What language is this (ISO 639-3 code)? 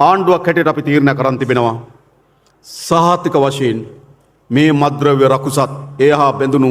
sin